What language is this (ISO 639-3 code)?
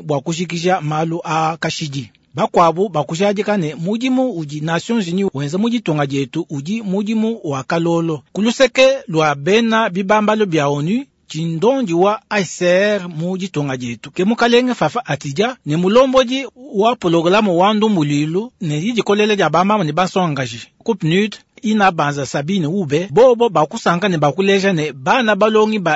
lua